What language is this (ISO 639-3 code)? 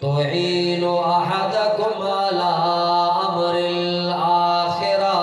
bgp